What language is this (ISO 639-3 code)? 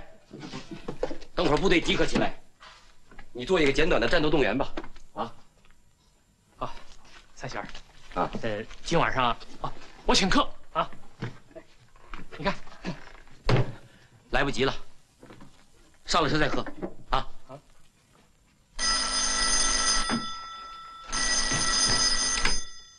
zho